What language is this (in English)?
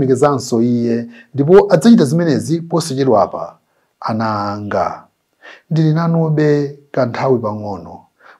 Nyanja